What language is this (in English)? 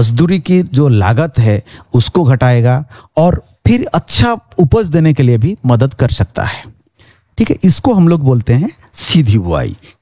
Hindi